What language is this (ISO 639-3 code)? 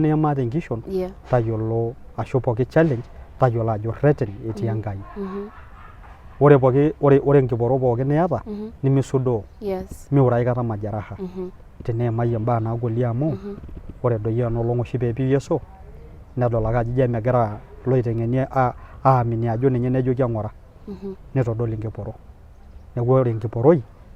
mas